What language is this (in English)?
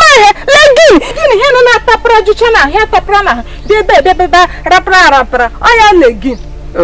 Igbo